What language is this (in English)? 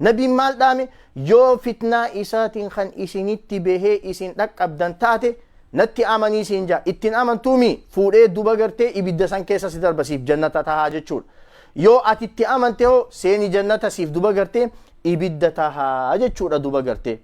Oromo